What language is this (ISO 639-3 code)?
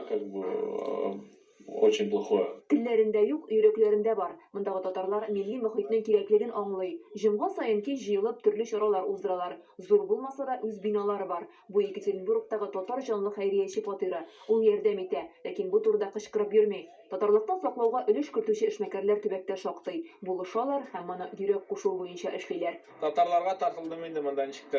tat